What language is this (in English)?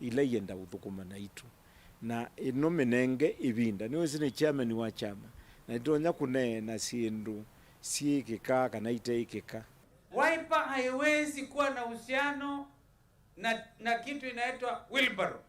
Kamba